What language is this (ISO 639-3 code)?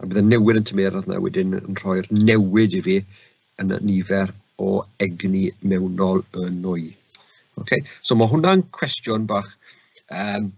cym